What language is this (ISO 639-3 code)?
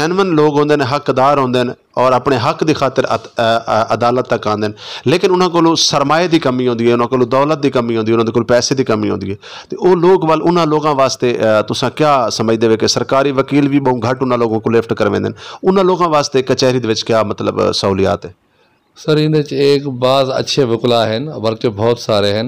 skr